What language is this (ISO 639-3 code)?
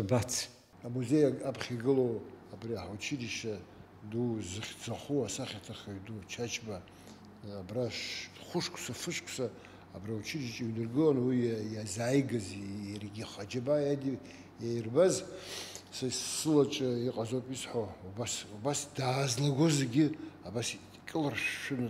abk